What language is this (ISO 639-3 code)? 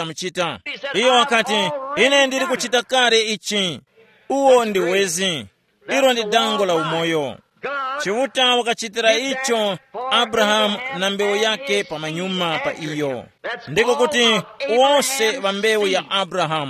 tum